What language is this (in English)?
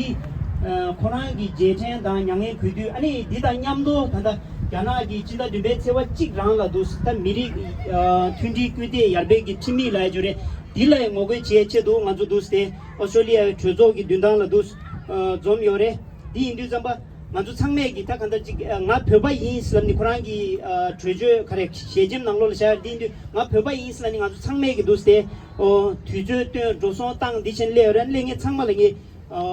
Tibetan